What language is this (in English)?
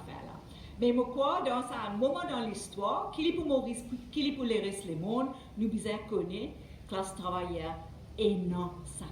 Morisyen